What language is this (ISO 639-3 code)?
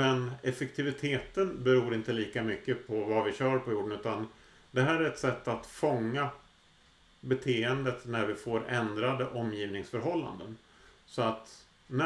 swe